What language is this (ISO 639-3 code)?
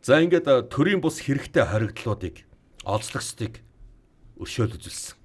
mon